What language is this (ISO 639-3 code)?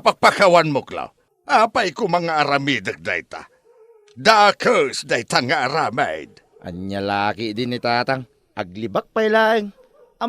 ilo